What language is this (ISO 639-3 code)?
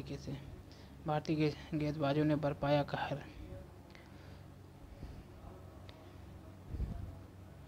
hin